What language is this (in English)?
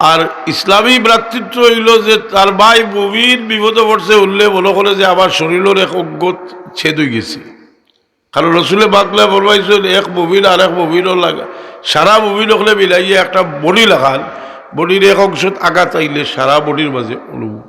Sylheti